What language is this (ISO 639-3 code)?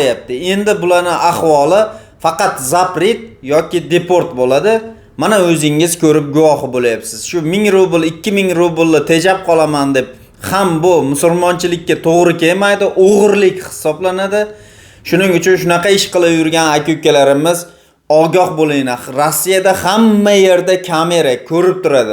uzb